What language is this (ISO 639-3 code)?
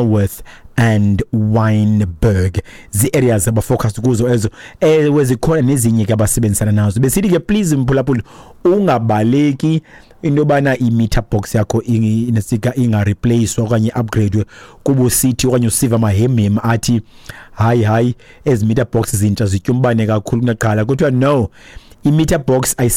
xho